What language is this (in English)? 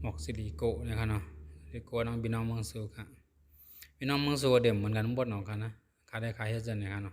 Shan